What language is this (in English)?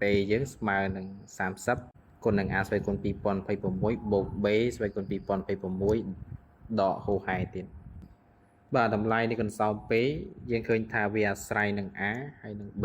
Khmer